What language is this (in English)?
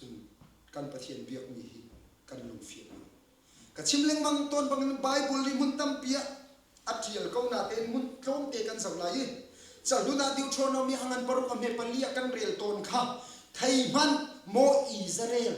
Hakha Chin